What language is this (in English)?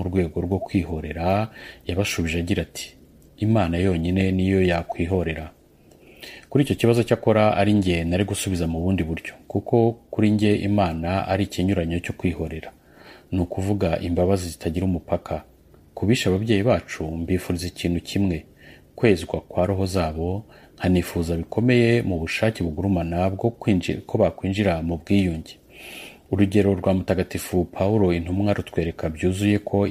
Kinyarwanda